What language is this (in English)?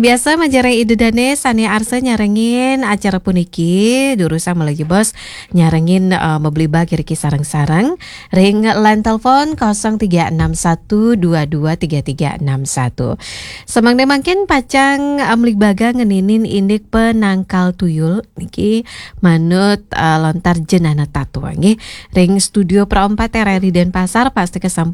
Balinese